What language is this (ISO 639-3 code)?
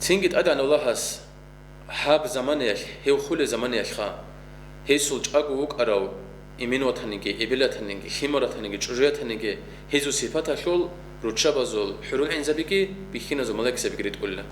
ava